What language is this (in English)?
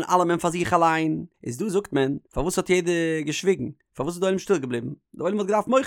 Yiddish